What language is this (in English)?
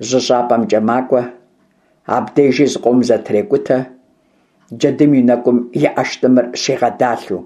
Kabardian